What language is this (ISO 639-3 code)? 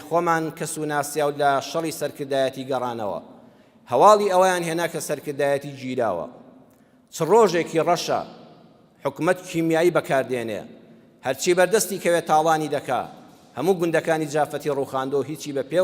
ckb